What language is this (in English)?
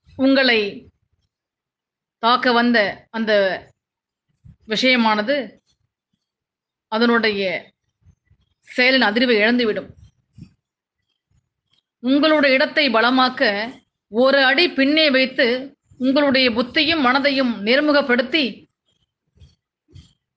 Tamil